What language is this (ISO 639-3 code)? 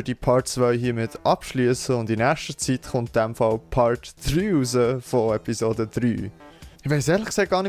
gsw